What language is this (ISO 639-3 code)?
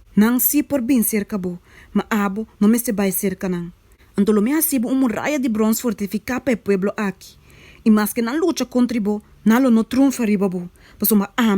pap